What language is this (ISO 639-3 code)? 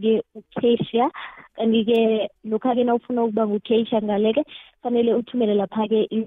nbl